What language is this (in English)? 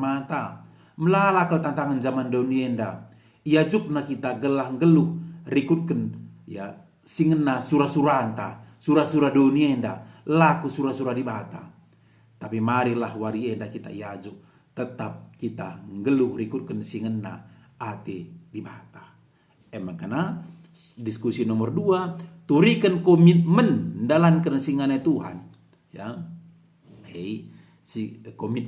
Batak Karo